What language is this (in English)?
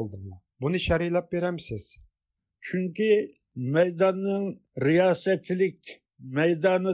Uyghur